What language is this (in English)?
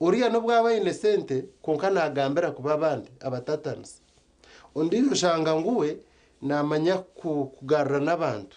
Nyankole